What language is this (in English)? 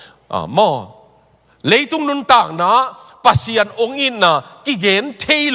Tedim Chin